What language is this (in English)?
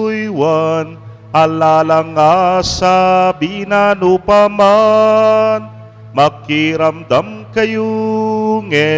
Pampanga